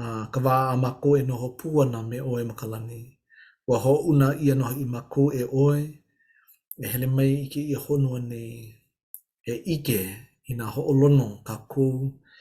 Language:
Hawaiian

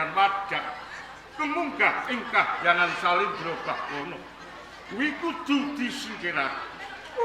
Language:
Javanese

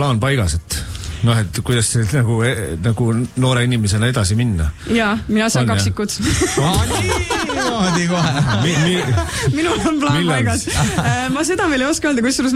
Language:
Estonian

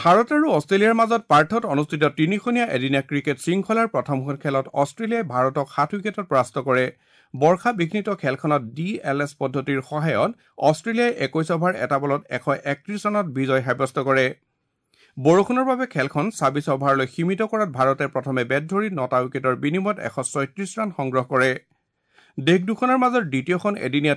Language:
Assamese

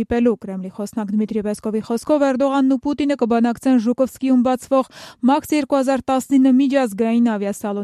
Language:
Armenian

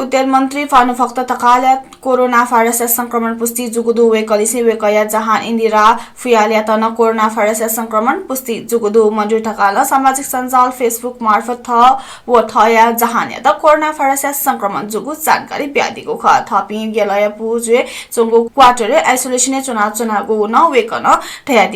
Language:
Newari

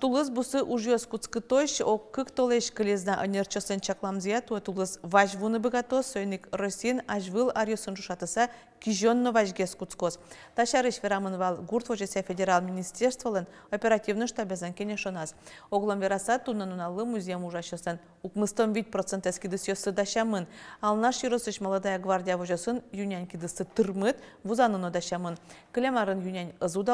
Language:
Udmurt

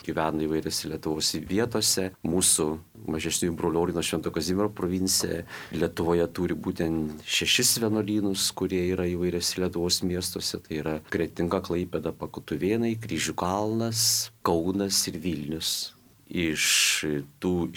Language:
Lithuanian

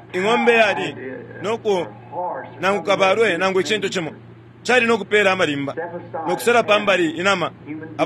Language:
Bemba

